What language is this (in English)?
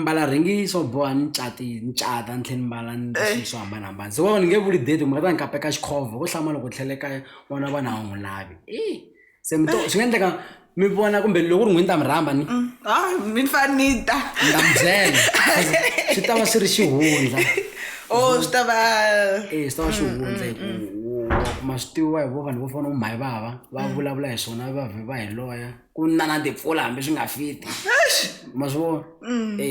Tsonga